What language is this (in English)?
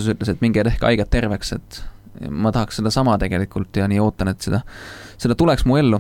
Estonian